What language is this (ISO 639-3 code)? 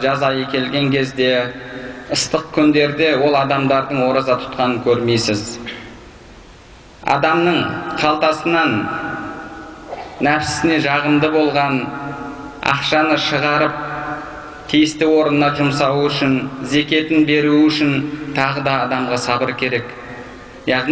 kaz